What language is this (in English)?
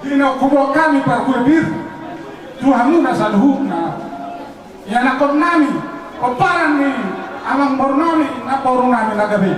Batak Toba